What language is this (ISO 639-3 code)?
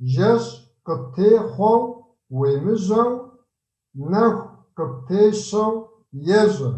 kbd